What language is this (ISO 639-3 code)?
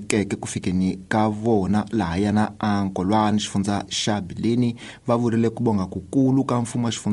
tso